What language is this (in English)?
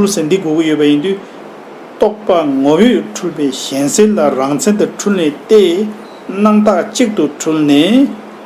Tibetan